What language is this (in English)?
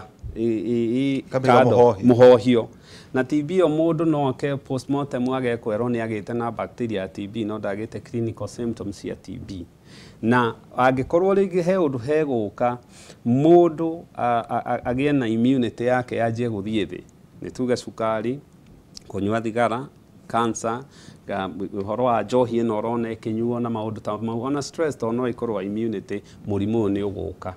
Kikuyu